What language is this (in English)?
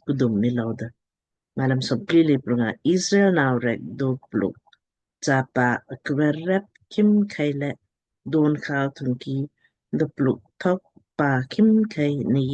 Lamkang